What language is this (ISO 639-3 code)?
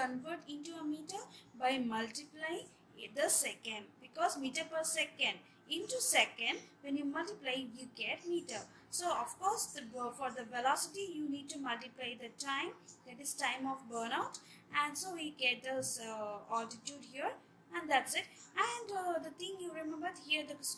eng